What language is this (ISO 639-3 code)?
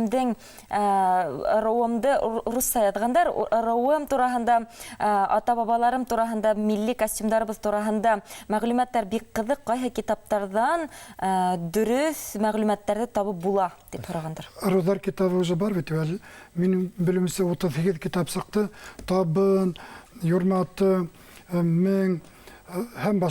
bak